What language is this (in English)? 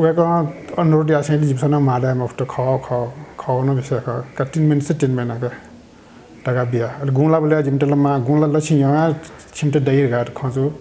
Newari